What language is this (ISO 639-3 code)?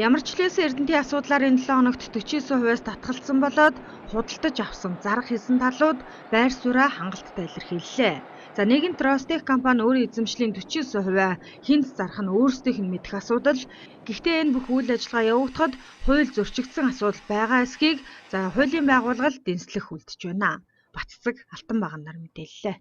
mon